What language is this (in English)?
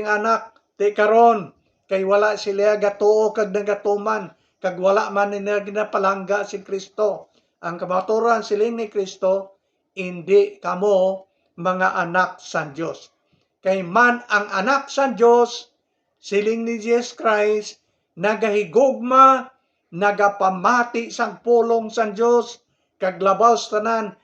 Hiligaynon